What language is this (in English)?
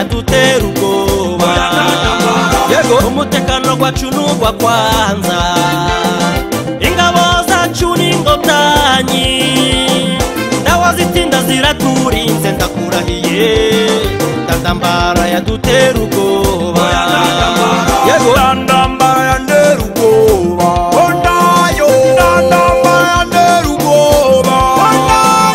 Kinyarwanda